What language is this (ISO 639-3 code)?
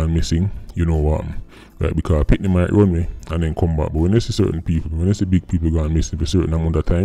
jam